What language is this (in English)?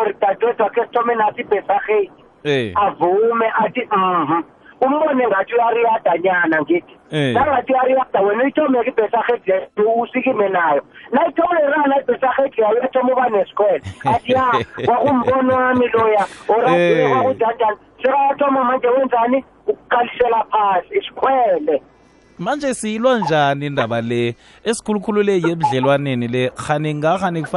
South Ndebele